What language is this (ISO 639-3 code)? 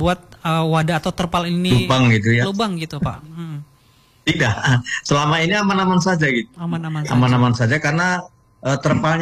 ind